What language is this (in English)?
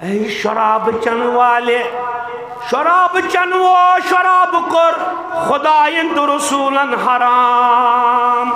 Kashmiri